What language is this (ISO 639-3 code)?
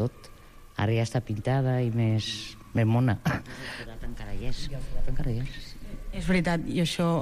cat